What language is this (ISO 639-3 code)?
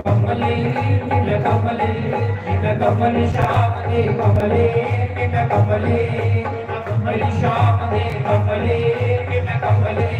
doi